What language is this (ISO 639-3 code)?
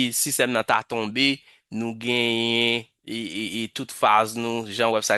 hat